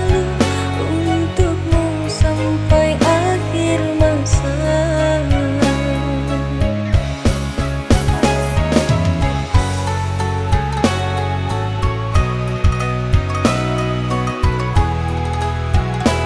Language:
Indonesian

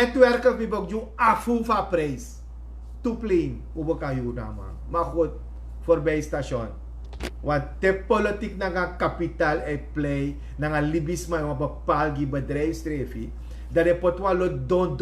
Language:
Sranan Tongo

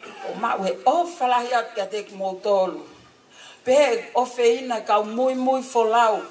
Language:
Tongan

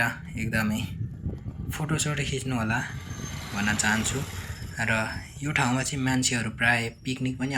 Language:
Nepali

